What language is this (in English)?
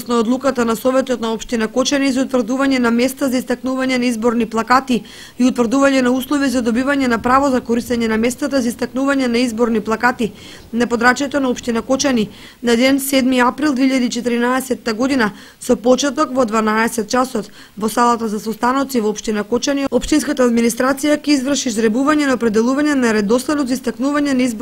Macedonian